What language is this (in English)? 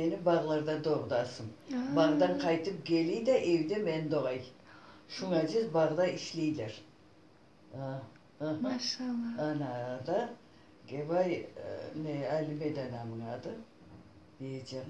Crimean Tatar